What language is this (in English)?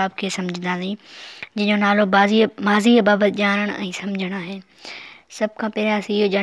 Sindhi